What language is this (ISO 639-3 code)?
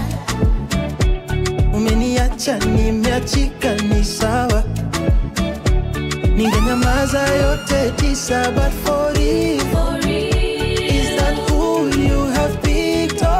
swa